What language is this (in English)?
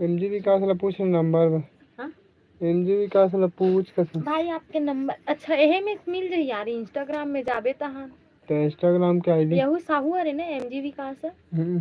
Chhattisgarhi